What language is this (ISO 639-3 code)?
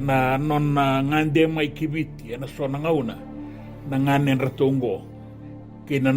fij